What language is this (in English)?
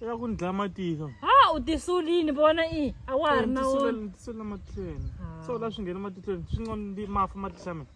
Tsonga